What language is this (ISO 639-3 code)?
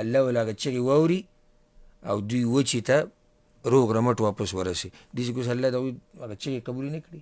pus